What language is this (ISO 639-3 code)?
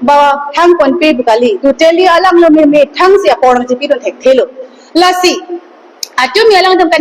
mjw